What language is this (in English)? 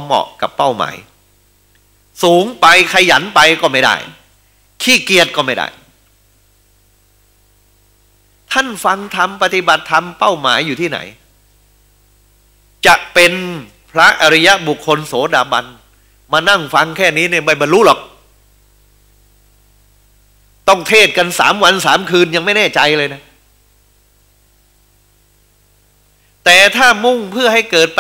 Thai